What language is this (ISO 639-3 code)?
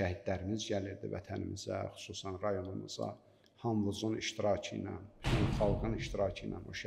aze